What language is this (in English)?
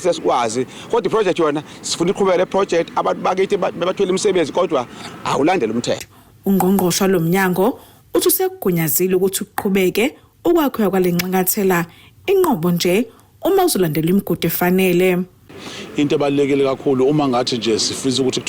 Zulu